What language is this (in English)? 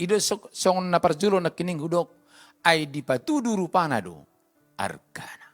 Batak Toba